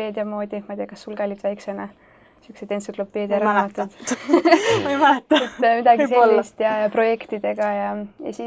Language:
Estonian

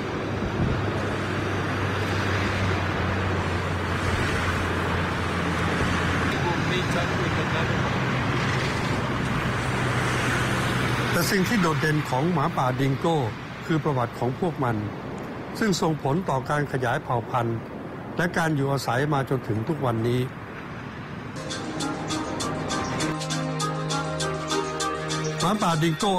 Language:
Thai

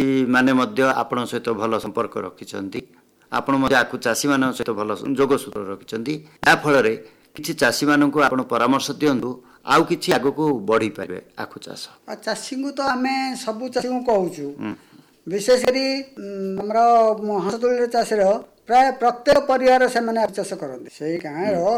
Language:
Odia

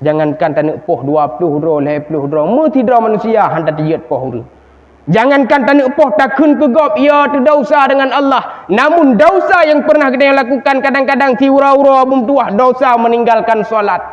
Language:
Achinese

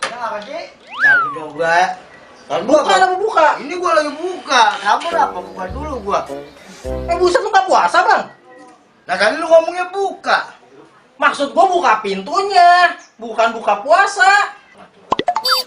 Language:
Betawi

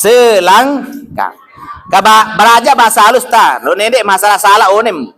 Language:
Sasak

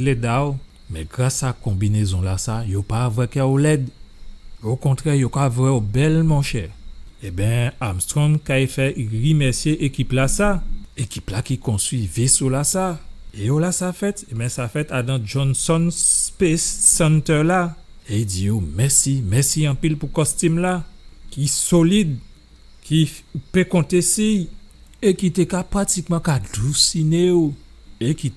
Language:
Guadeloupean Creole French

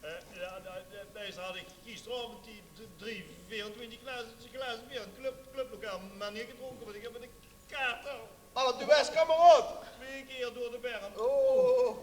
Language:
Limburgish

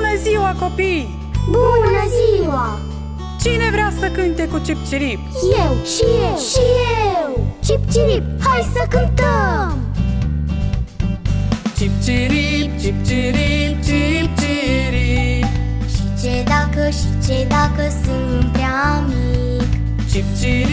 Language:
Romanian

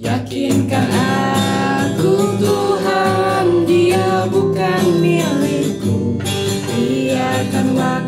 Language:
Banjar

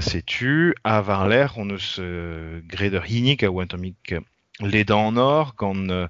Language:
Breton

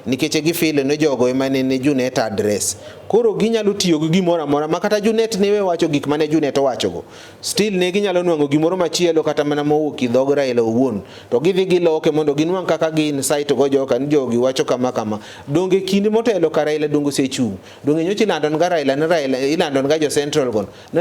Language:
Luo (Kenya and Tanzania)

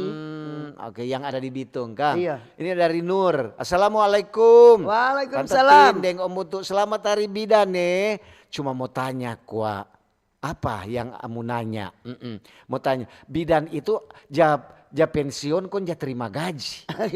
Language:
Manado Malay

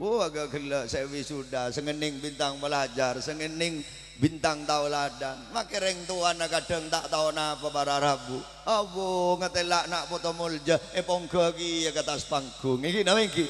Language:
Madurese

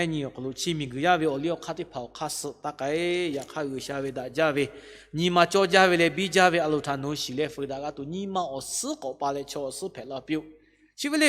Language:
Lahu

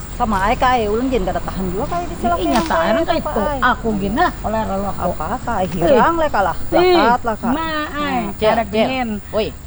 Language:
Banjar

